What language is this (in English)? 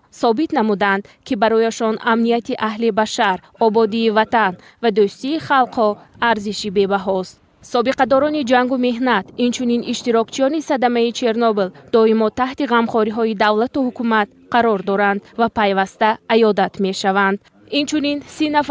Tajik